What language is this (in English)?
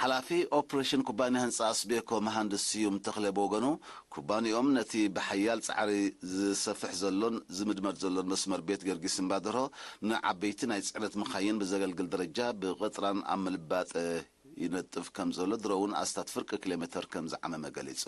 Tigrinya